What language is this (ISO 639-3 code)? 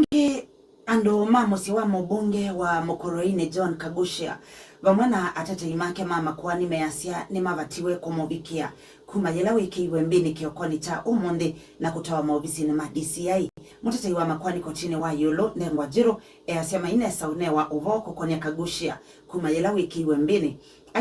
kam